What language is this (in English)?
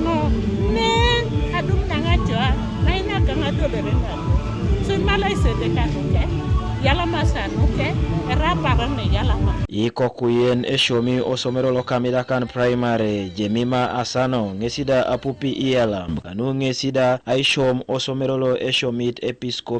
Teso